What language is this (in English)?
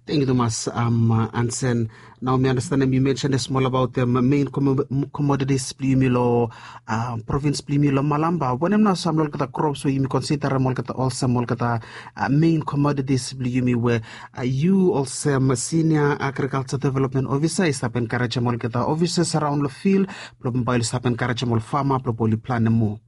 Bislama